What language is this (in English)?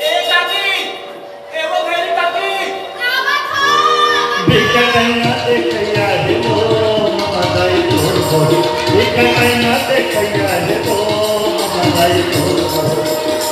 Chhattisgarhi